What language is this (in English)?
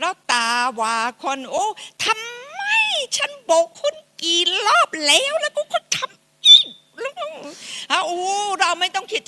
Akha